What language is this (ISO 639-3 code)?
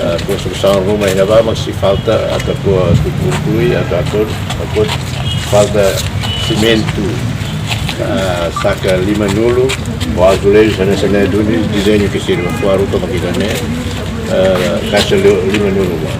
tet